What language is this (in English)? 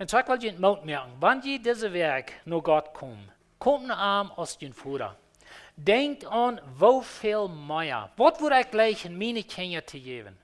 Plautdietsch